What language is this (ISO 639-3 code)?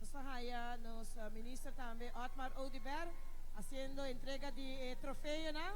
pap